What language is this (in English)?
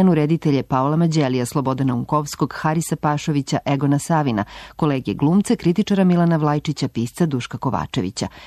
Serbian